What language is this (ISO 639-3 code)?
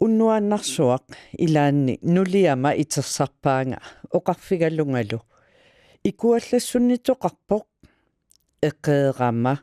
kal